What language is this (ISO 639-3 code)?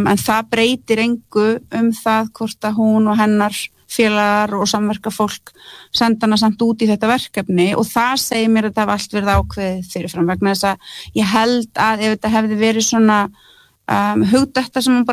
isl